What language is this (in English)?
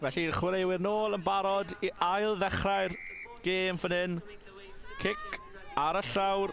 Welsh